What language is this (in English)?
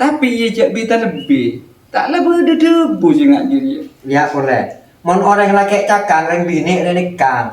Madurese